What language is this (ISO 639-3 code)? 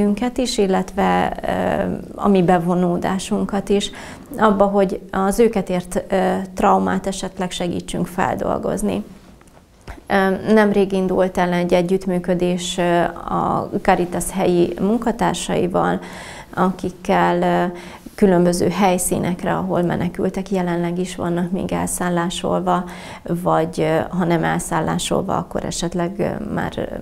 hun